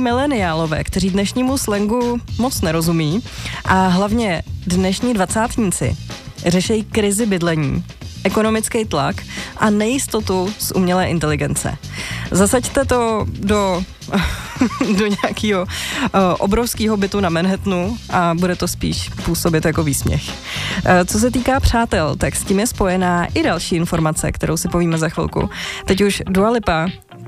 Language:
Czech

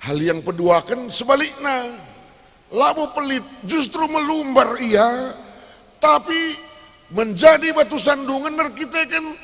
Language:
Batak Karo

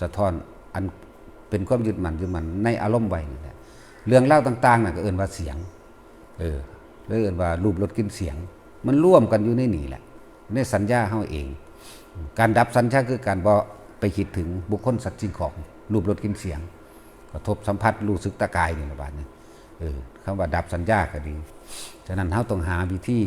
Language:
Northeastern Thai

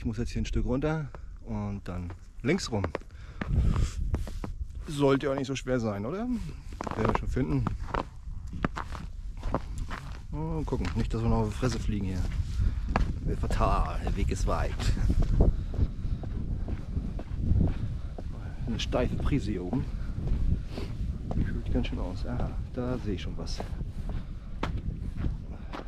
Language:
German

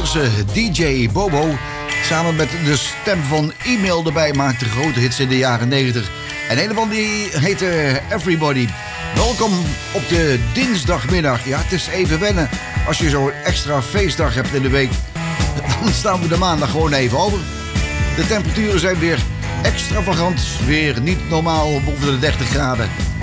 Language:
Dutch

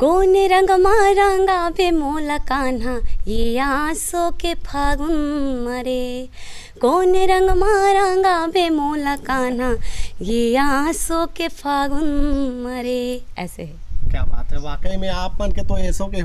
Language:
Chhattisgarhi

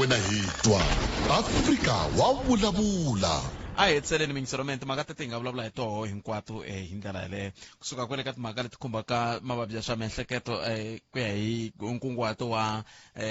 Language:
Tsonga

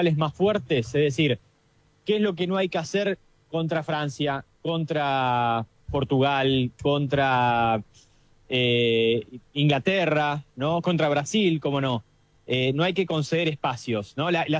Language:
Spanish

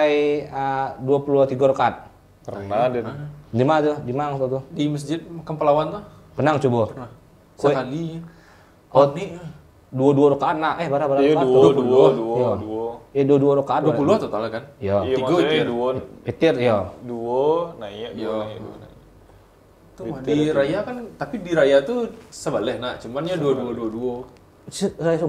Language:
Minangkabau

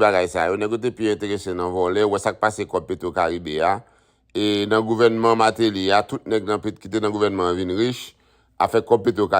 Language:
Haitian Creole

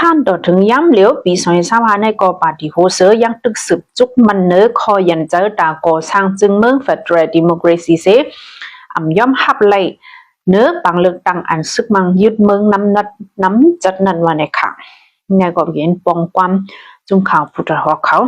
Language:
Shan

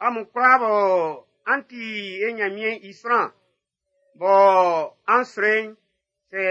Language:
Baoulé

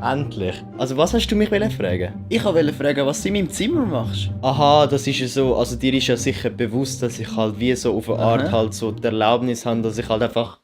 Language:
Swiss German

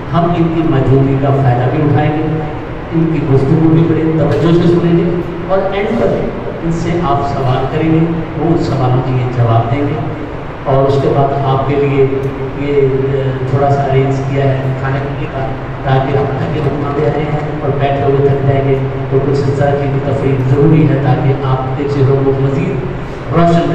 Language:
Urdu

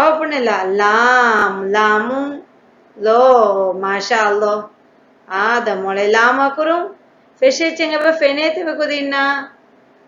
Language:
Divehi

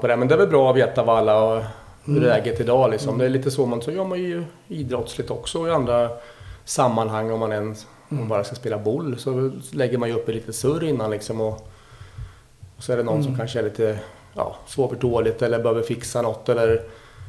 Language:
Swedish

